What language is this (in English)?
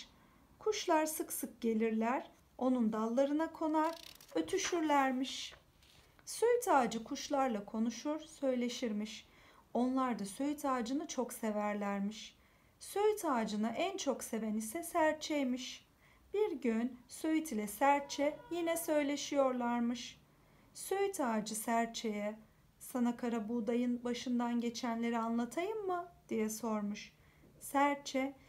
Turkish